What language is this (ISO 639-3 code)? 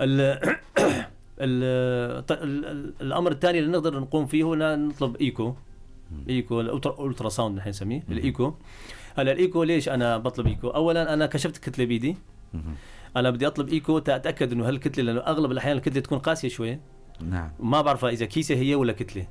apc